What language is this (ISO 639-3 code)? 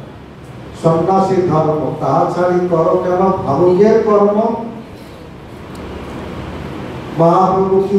ben